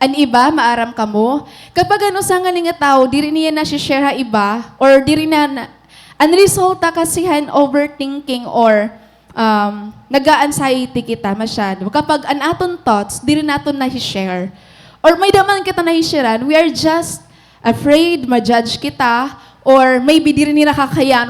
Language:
Waray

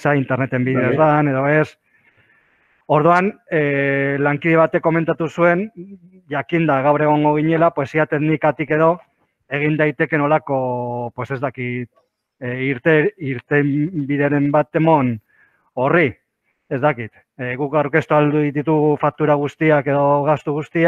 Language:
Basque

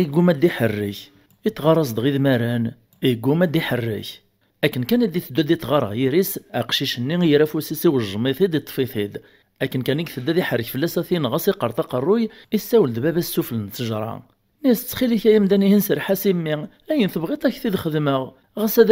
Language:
Kabyle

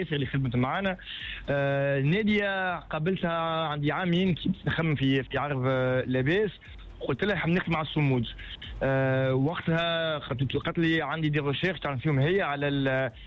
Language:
Tunisian Arabic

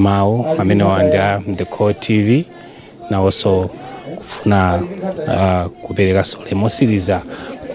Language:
Nyanja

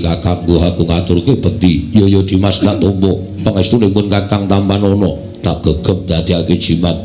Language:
Javanese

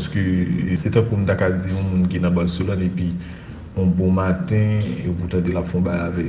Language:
Haitian Creole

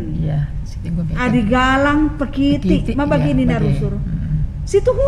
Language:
Batak Karo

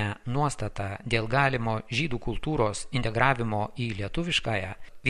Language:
Lithuanian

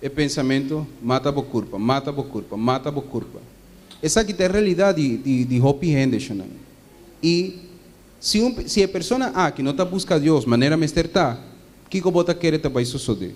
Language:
Papiamento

